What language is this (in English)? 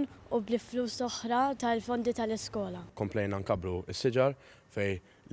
Maltese